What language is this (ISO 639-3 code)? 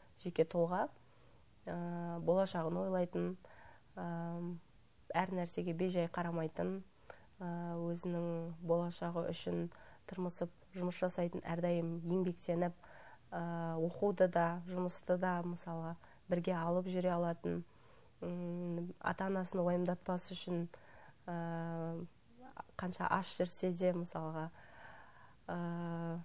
kaz